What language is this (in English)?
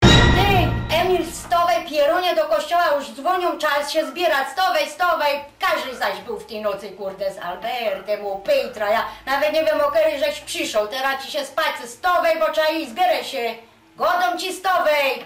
Silesian